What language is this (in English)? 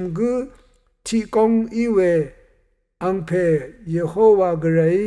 Rawang